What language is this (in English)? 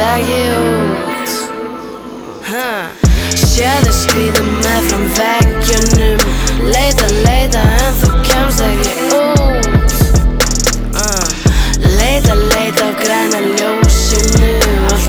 Icelandic